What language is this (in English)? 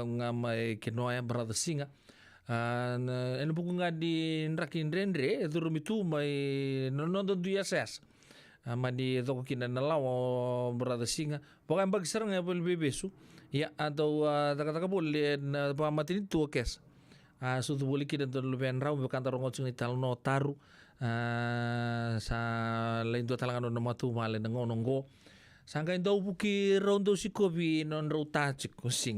Fijian